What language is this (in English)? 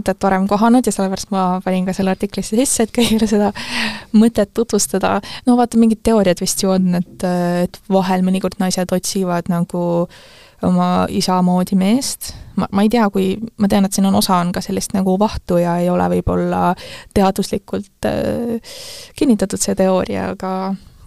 Estonian